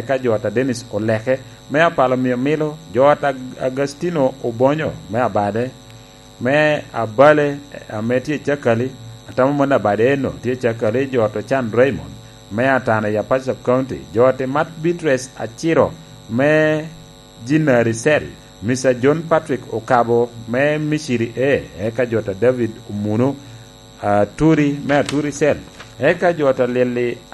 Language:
Lango (Uganda)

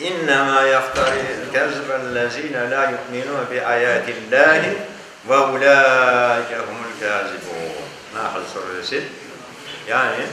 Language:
Crimean Tatar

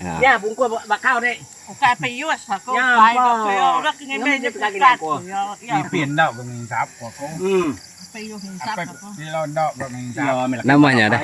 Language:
Iban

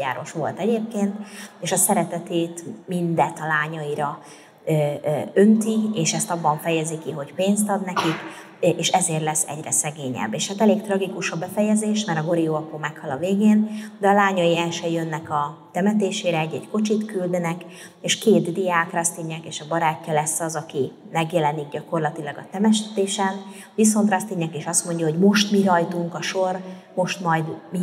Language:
Hungarian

